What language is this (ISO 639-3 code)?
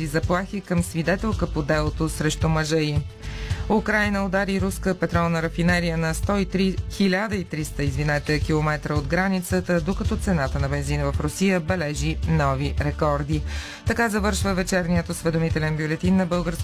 bul